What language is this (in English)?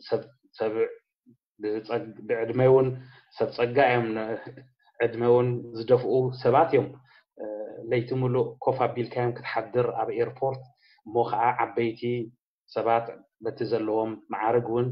Tigrinya